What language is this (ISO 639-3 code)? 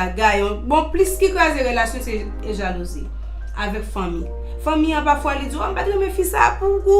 hat